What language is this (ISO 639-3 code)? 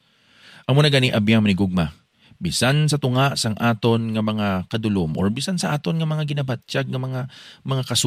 hil